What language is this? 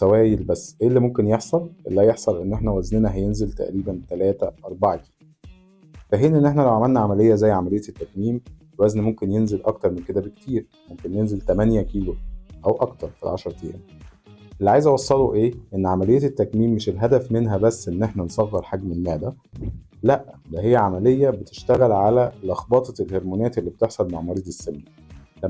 Egyptian Arabic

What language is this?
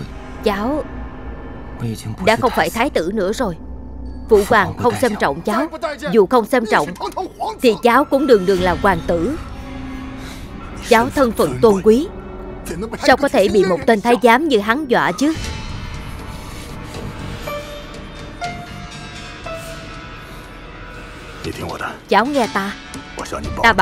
Vietnamese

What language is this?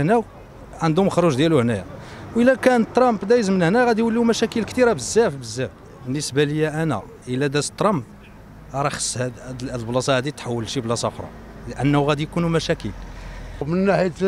Moroccan Arabic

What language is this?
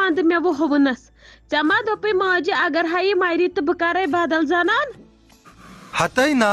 Kashmiri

